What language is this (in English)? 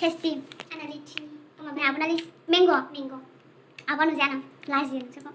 Bodo